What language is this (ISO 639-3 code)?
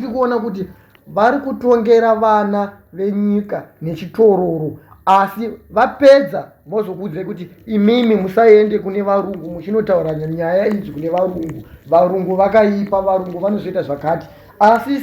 sna